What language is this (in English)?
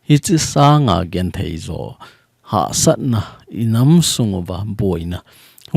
Thado Chin